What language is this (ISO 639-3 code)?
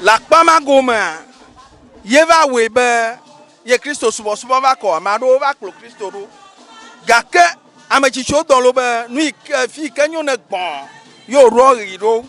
ewe